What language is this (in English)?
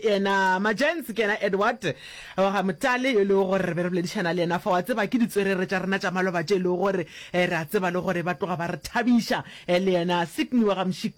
Northern Sotho